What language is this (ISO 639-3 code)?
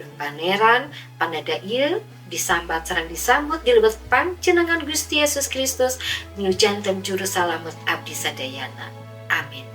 sun